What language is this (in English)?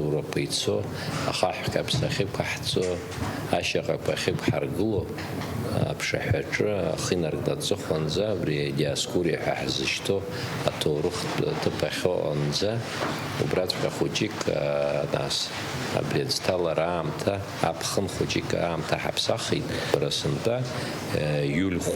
Abkhazian